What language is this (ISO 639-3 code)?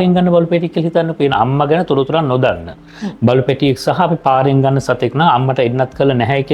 sin